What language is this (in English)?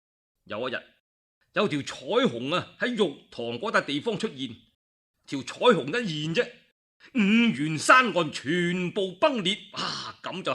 Cantonese